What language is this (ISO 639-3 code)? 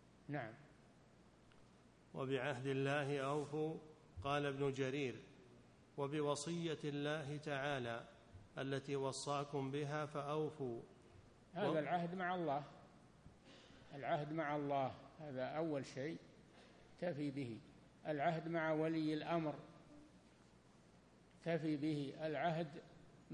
ara